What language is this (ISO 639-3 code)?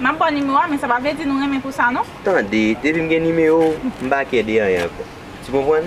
hat